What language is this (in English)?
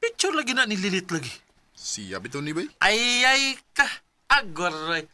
Cebuano